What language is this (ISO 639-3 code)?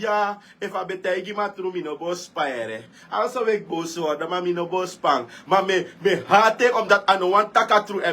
srn